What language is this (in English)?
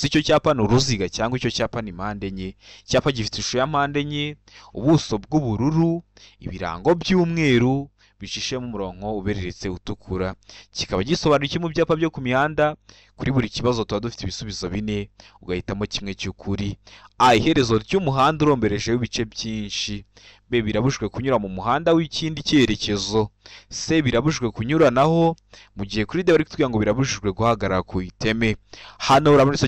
Kinyarwanda